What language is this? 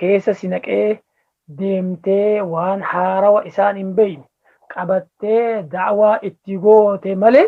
Oromo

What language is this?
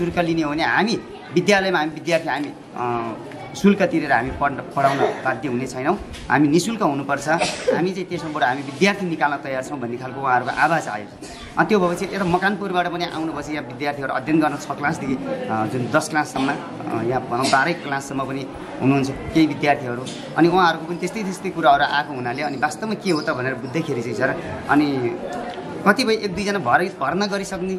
Nepali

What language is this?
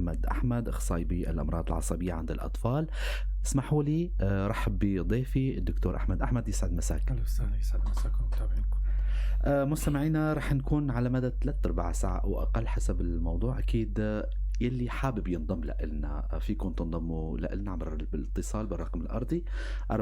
North Levantine Arabic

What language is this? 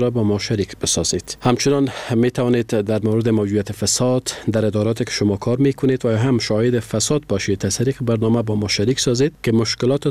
Persian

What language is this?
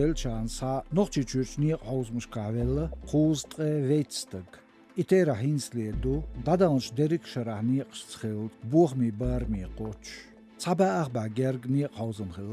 Chechen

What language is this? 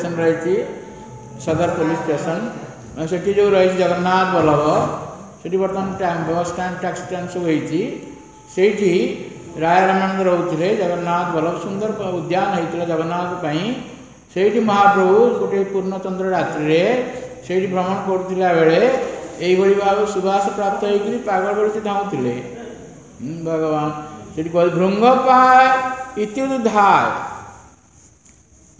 Odia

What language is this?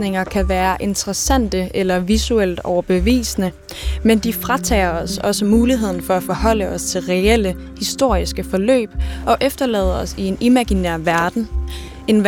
Danish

